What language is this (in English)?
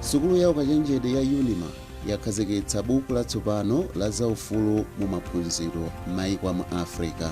Nyanja